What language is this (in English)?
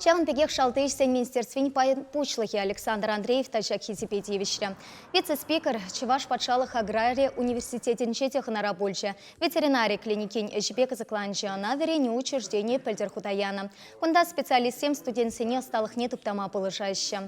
Chuvash